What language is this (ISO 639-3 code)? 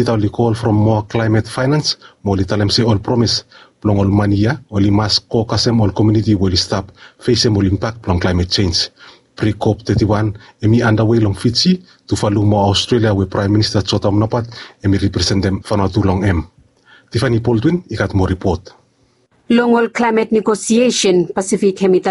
bis